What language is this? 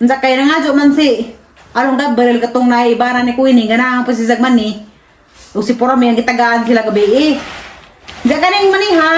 Cebuano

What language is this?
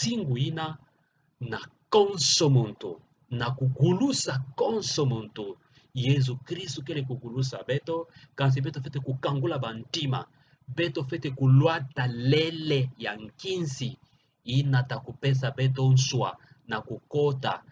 Kituba (Democratic Republic of Congo)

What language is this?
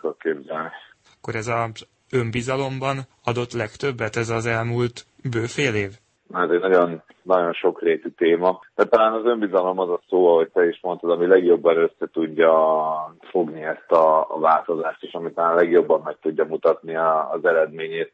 Hungarian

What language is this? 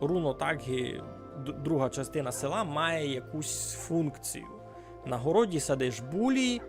Rusyn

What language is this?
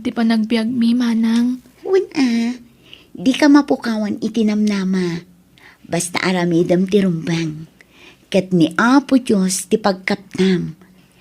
Iloko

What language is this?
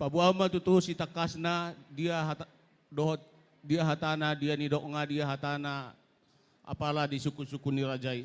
Batak Toba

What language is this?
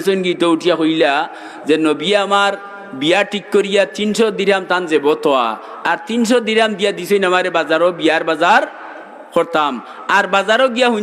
Sylheti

